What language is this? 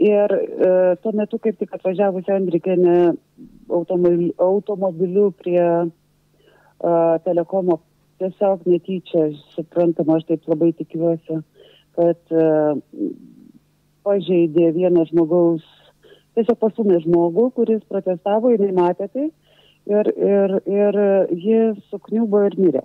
Lithuanian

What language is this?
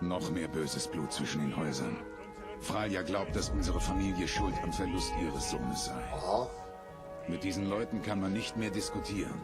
Swiss German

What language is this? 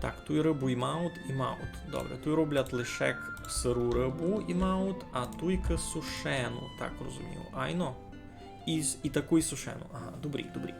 Rusyn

